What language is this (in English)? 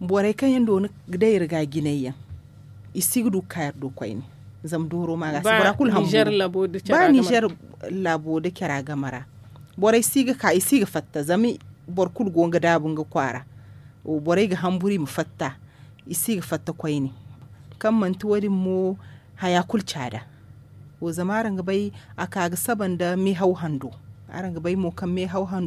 Zarma